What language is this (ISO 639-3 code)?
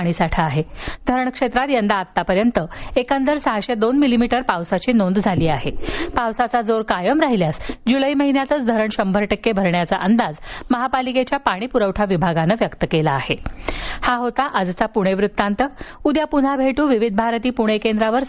mar